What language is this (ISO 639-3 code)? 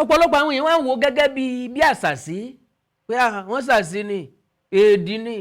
yor